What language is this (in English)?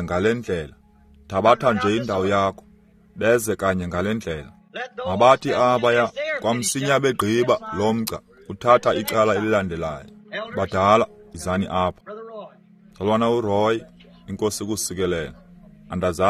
Xhosa